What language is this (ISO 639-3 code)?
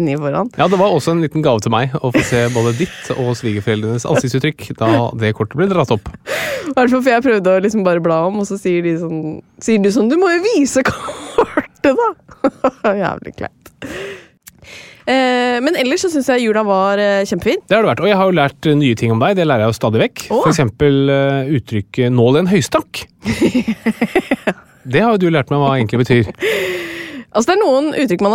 nor